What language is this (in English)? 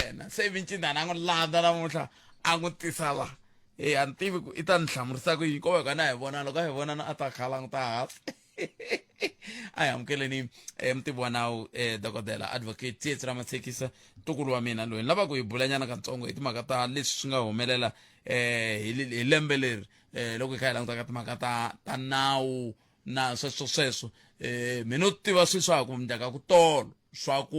Tsonga